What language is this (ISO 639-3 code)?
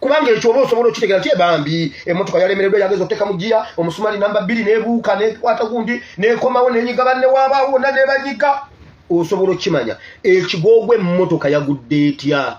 lug